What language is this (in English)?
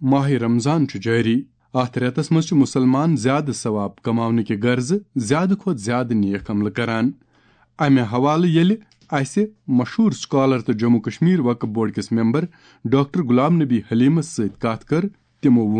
Kashmiri